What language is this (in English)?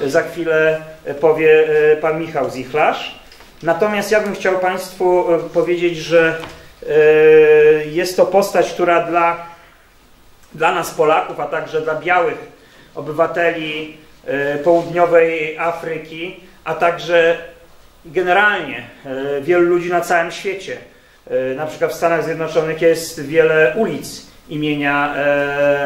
Polish